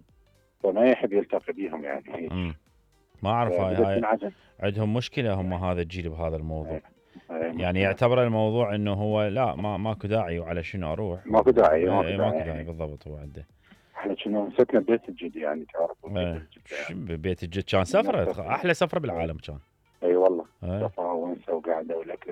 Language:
Mesopotamian Arabic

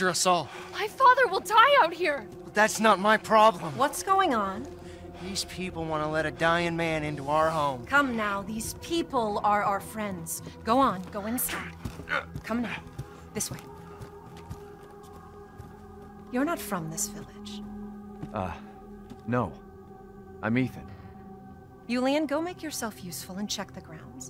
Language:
English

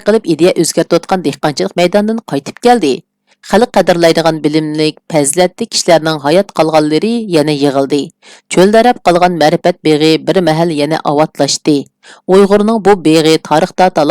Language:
Uyghur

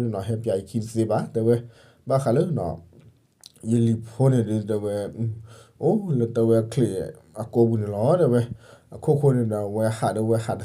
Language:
S'gaw Karen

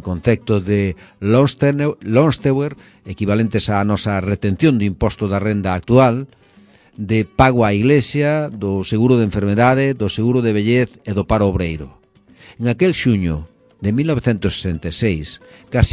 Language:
Galician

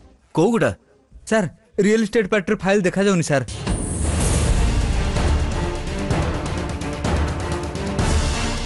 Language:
Odia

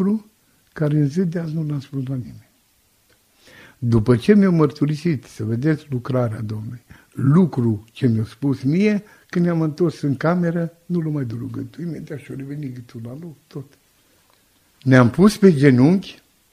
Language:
Romanian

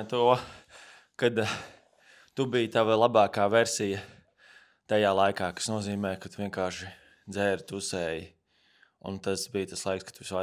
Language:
Latvian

